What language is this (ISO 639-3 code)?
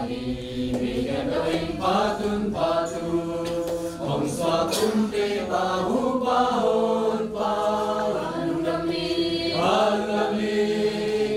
ctd